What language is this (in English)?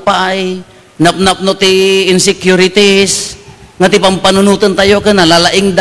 Iloko